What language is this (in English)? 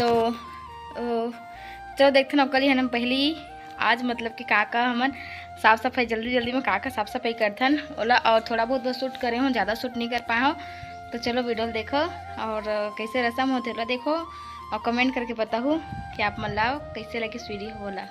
Chhattisgarhi